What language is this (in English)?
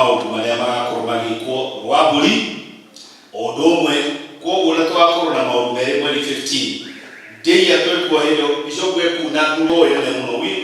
Kikuyu